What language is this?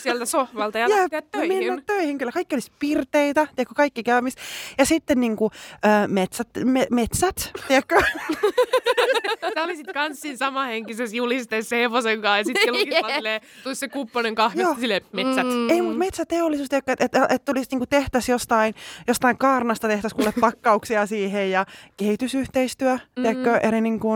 Finnish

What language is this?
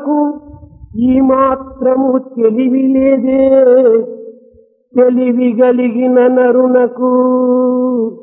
Telugu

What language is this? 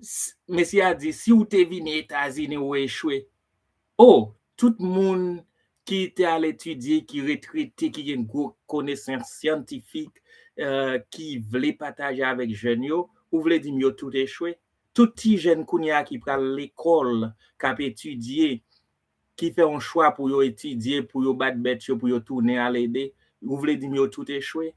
Haitian Creole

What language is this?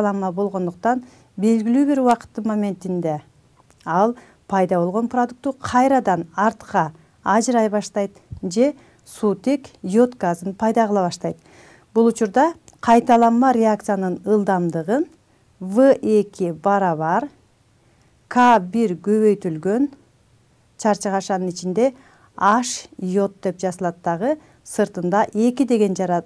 Kyrgyz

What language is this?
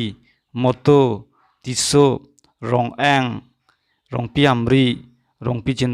Karbi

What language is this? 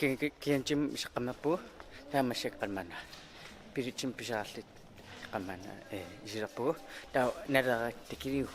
Kalaallisut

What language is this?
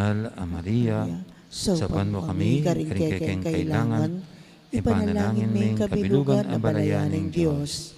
Pampanga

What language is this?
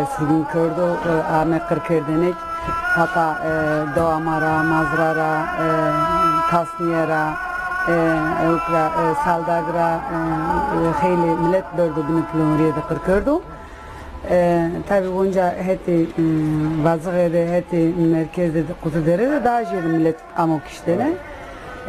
Zaza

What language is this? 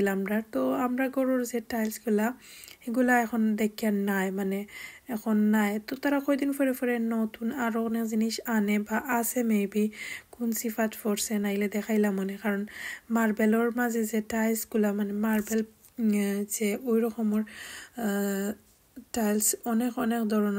Sylheti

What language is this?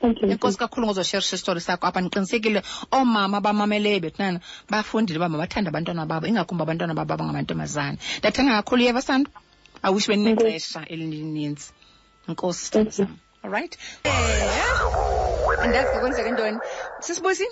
Xhosa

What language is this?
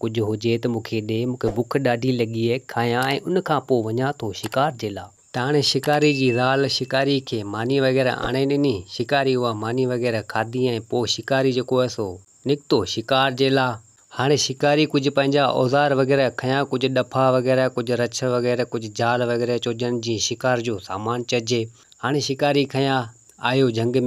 Sindhi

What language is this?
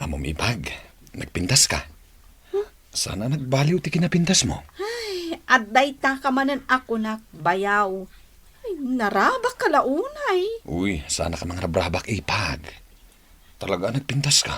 Iloko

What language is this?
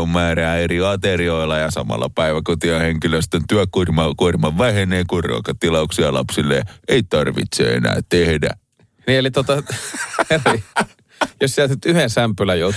Finnish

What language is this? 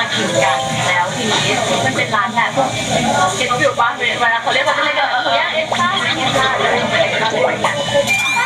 Thai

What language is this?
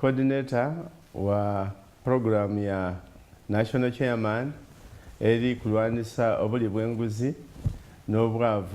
Soga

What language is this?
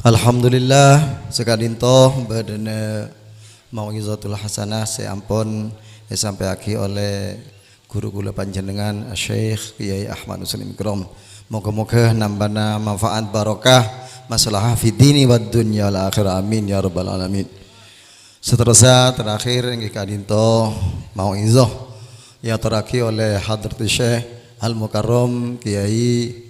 Madurese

